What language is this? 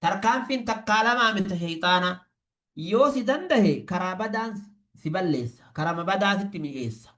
Oromo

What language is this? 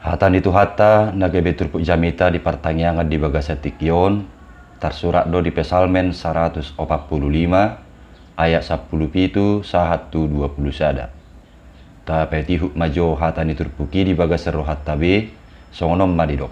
Batak Toba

